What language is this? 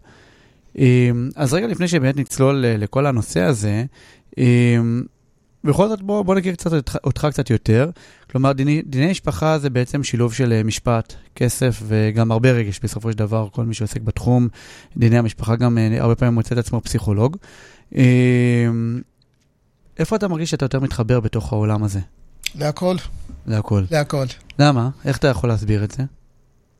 Hebrew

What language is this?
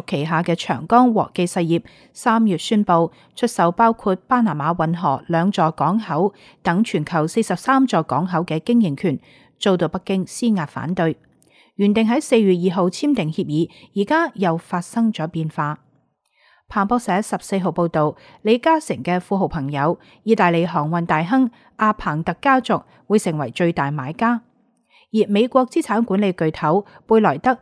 Cantonese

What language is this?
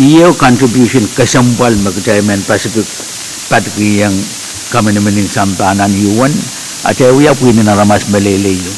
Pohnpeian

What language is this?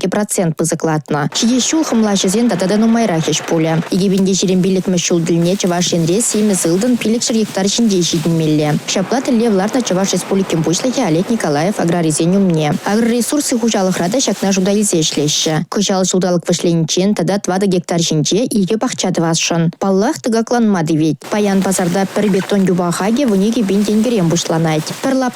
Chuvash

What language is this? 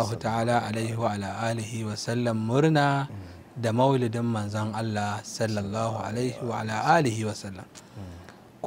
Hausa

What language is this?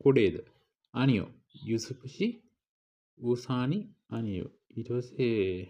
Sinhala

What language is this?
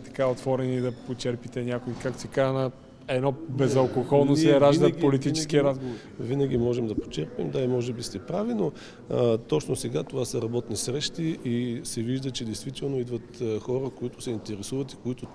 Bulgarian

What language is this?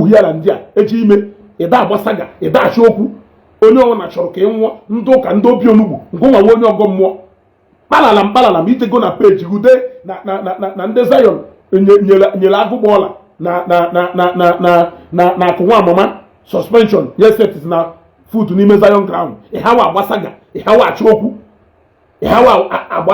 Igbo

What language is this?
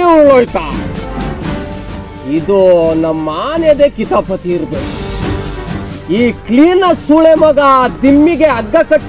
Kannada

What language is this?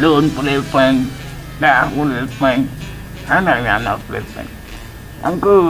Achinese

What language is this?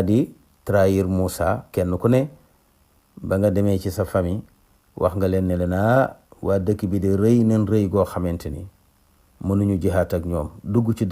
Wolof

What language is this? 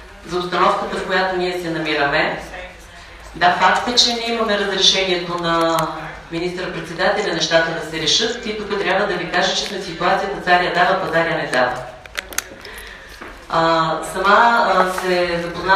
Bulgarian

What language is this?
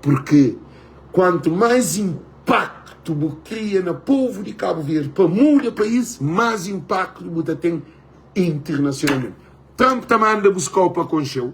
Kabuverdianu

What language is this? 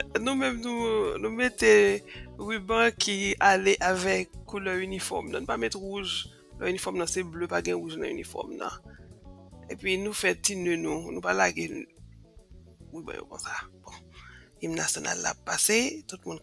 Haitian Creole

